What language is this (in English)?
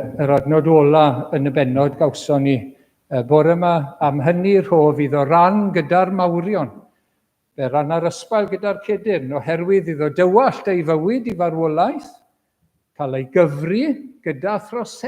Welsh